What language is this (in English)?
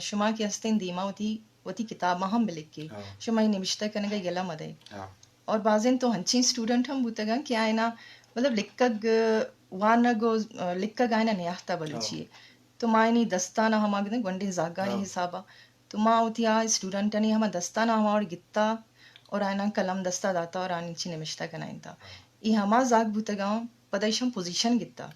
Eastern Balochi